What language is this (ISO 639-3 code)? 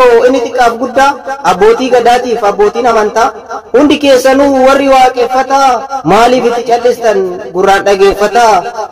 orm